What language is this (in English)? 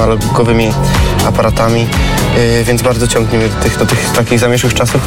Polish